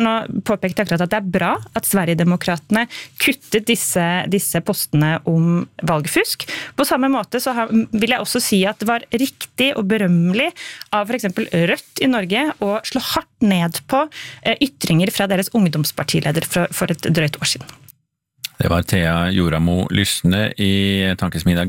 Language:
Norwegian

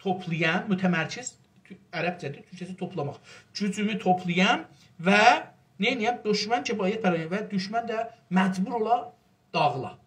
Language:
South Azerbaijani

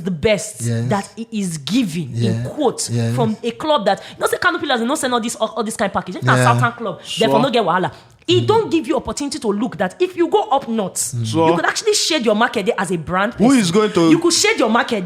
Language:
Nigerian Pidgin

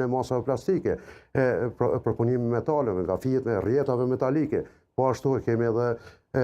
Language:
Albanian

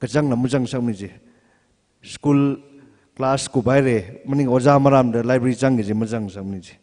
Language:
Tangkhul Naga (India)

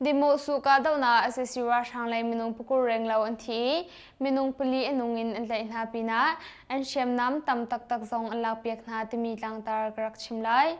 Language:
Hakha Chin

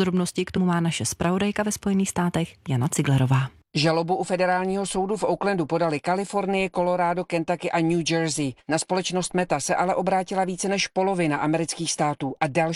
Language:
Czech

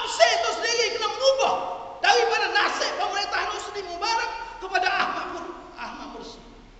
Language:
Malay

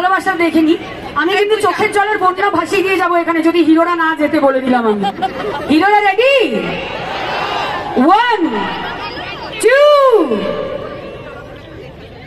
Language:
Bangla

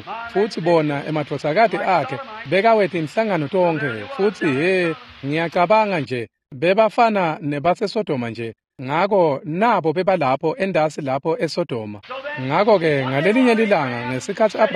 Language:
Swati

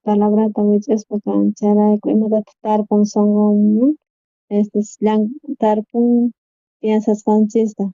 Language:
South Bolivian Quechua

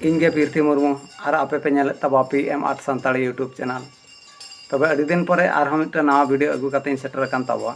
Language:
Santali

